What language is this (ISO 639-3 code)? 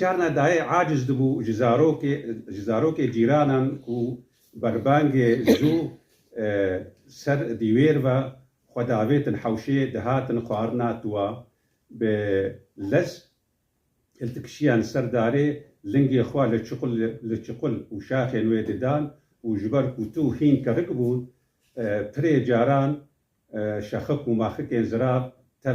kur